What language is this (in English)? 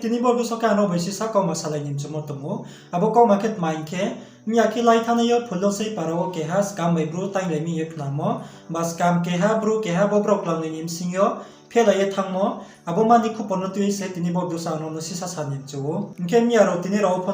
Riang (India)